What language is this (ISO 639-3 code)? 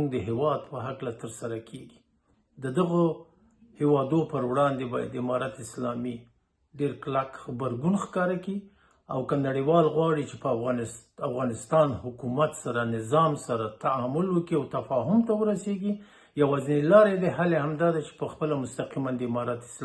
pus